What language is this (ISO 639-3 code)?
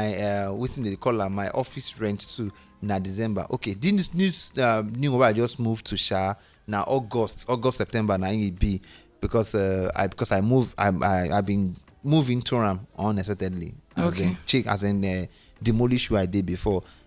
pcm